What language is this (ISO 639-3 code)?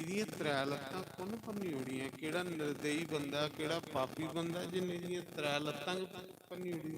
doi